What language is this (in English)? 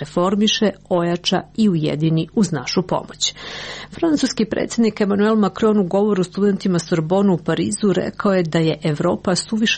Serbian